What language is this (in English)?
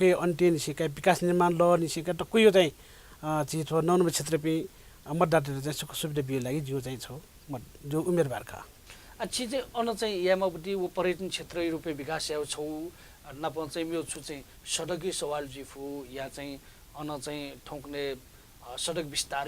Newari